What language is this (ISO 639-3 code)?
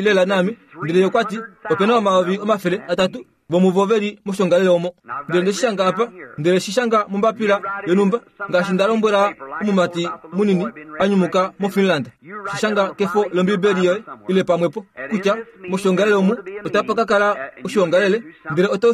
kua